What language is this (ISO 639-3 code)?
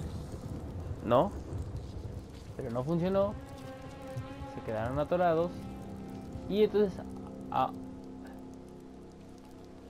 spa